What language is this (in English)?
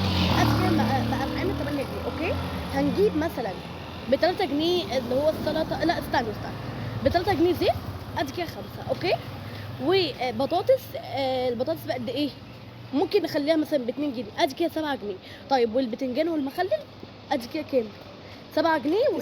Egyptian Arabic